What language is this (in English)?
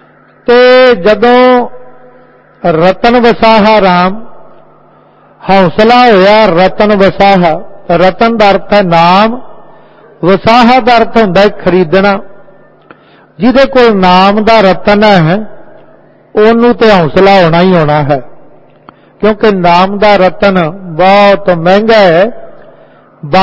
Punjabi